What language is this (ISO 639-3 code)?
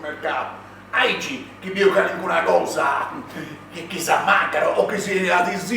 srd